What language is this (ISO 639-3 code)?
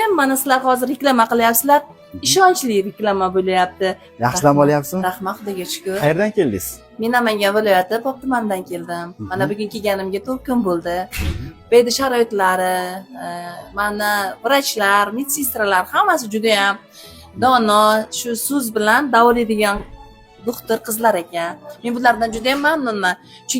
uzb